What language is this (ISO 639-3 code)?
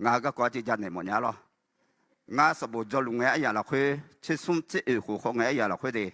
ahk